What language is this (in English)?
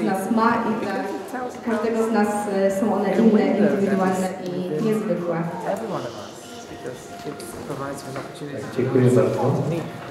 Polish